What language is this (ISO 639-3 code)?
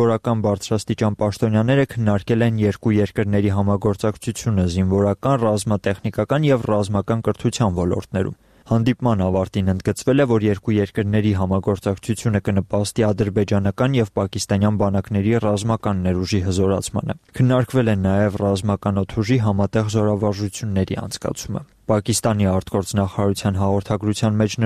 hye